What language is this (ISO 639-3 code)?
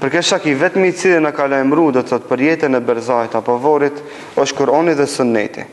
sqi